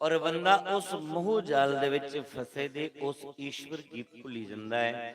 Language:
Dogri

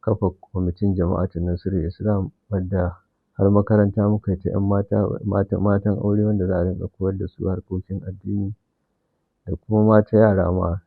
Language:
Hausa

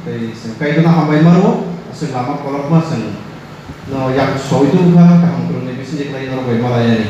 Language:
Kok Borok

